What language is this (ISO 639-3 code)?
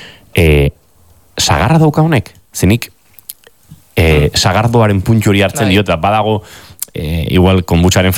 eus